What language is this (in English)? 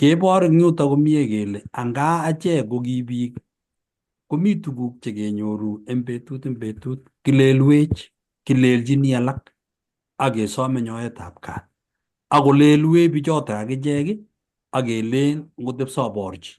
Kalenjin